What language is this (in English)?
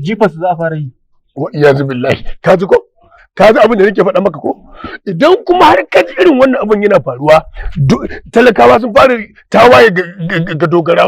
Hausa